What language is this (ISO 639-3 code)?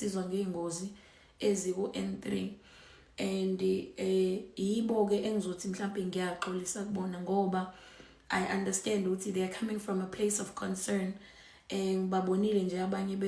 zul